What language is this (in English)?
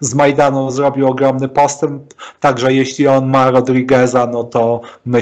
Polish